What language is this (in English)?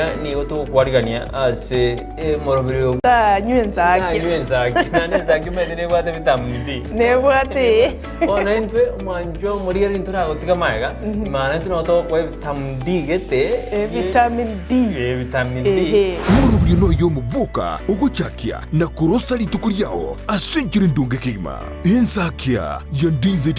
Gusii